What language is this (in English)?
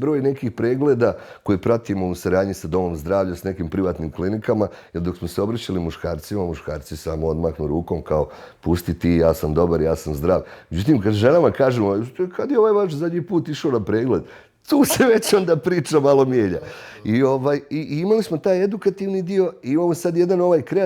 Bosnian